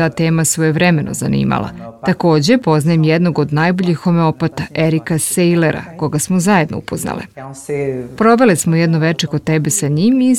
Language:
Serbian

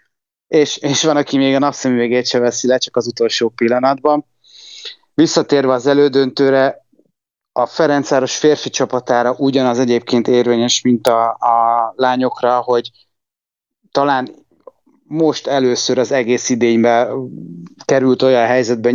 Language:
Hungarian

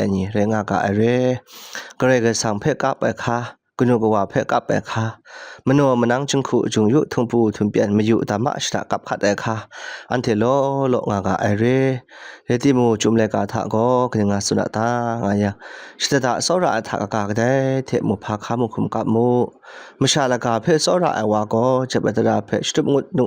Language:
Kachin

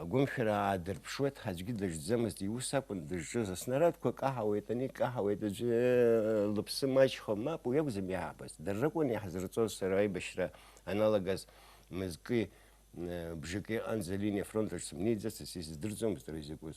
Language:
Abkhazian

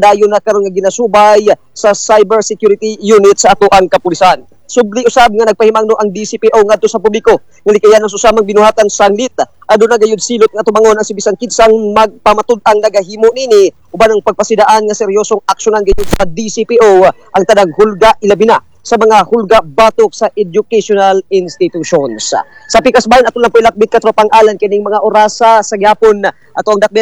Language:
Cebuano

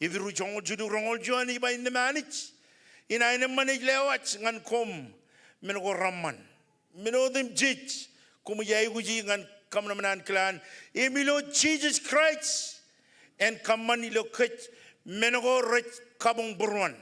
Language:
Marshallese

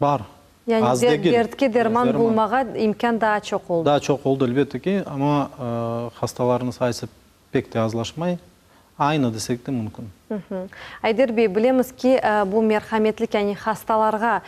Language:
Crimean Tatar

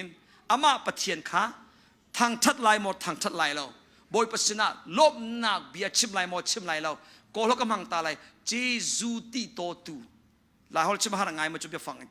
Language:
Hakha Chin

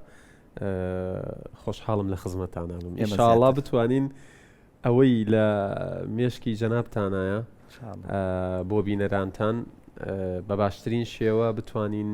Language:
Central Kurdish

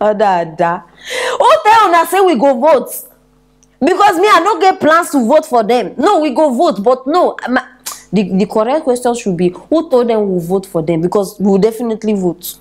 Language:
Nigerian Pidgin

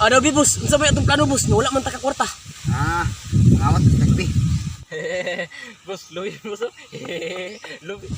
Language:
Cebuano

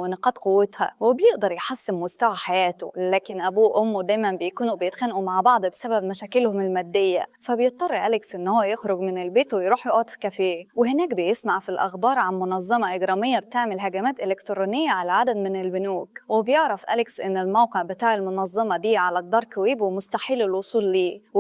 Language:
Egyptian Arabic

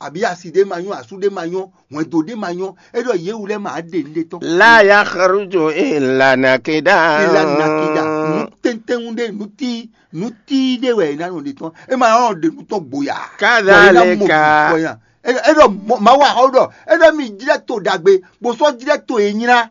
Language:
Fon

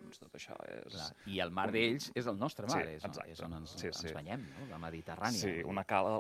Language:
Catalan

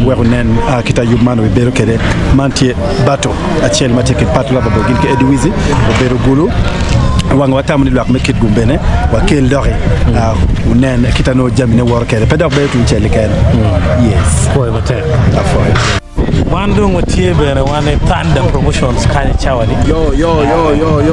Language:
Acoli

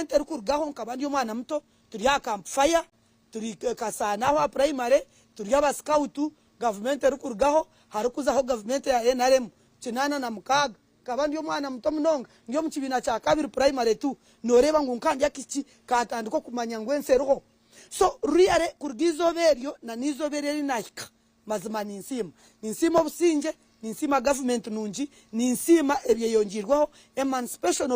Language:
Nyankole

